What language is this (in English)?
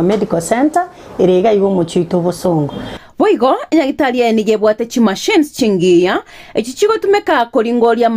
Gusii